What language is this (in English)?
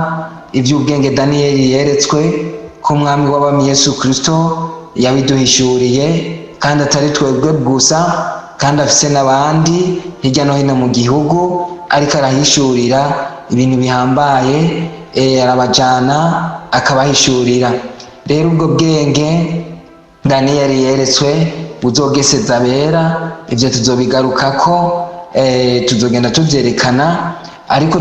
Rundi